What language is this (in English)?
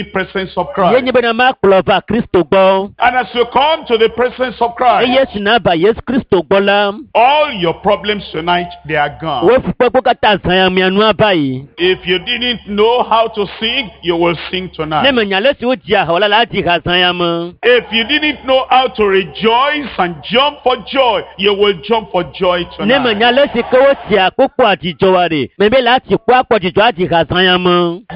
Ewe